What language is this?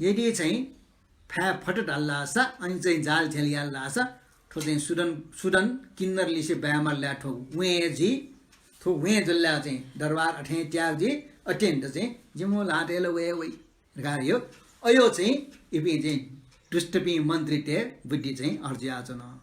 Newari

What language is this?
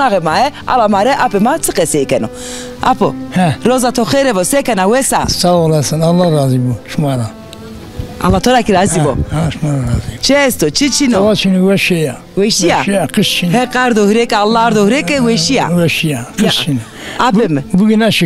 Zaza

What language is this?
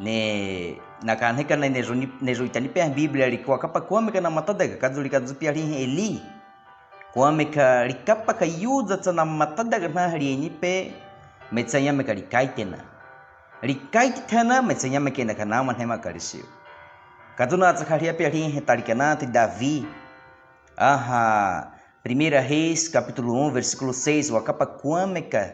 Baniwa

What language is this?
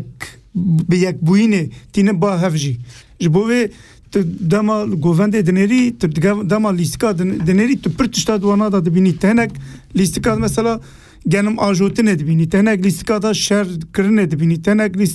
Kurdish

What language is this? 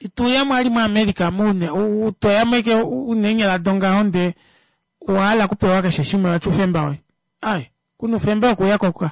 Kuanyama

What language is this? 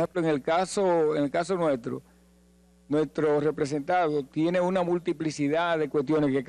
Spanish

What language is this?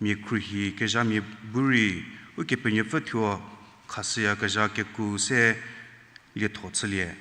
Angami Naga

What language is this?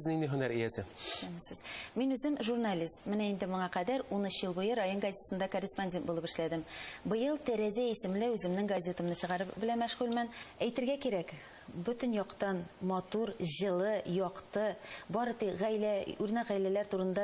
Tatar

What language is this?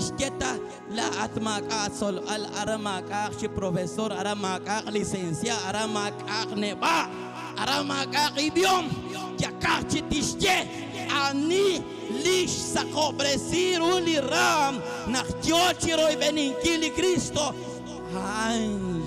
Kekchí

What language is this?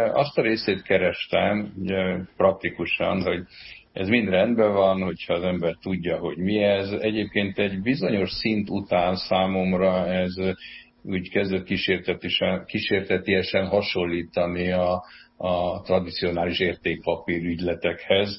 Hungarian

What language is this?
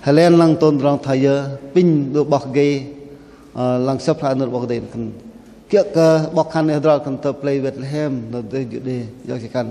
Bahnar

